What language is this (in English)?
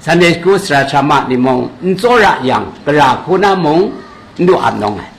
Kachin